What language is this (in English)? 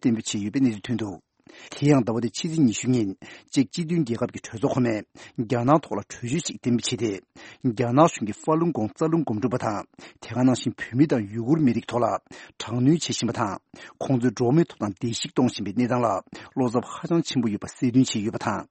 Tibetan